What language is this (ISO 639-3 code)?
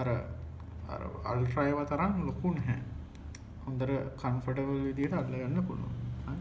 sin